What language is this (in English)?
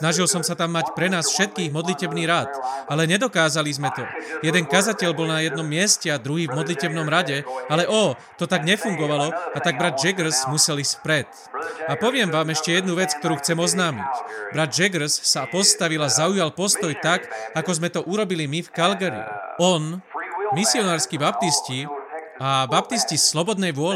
Slovak